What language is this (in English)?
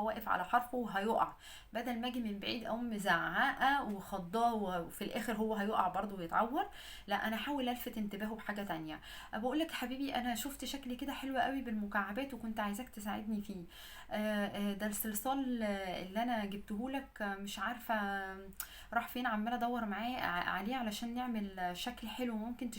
Egyptian Arabic